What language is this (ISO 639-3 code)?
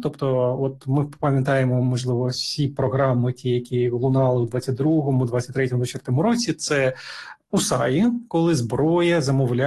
ukr